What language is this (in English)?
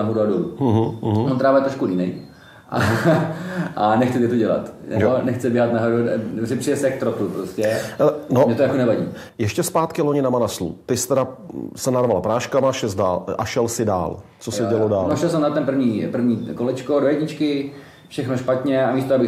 Czech